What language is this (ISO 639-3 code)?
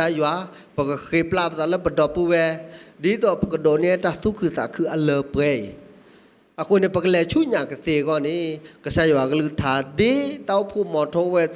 ksw